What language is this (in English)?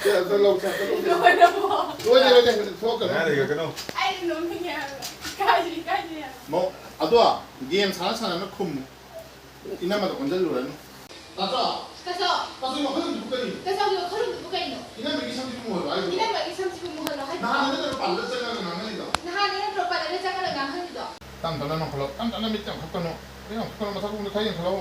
Manipuri